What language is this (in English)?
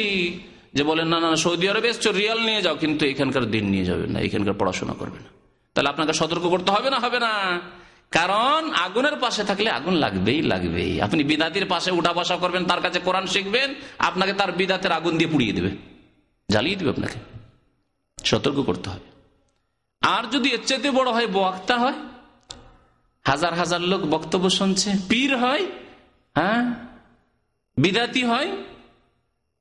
Bangla